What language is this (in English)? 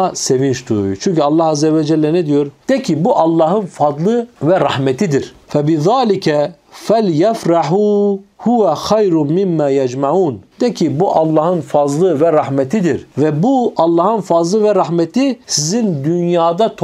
Turkish